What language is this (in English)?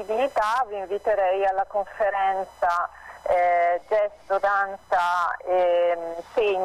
Italian